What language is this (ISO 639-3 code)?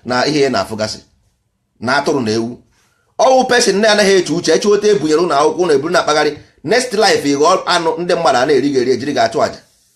ibo